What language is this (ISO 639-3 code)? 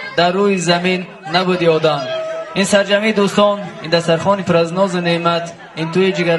tgk